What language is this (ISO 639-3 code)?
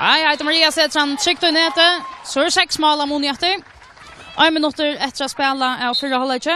fao